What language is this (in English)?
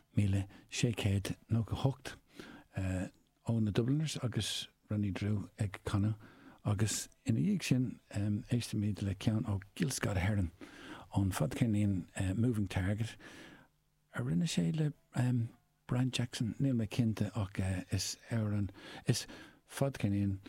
Irish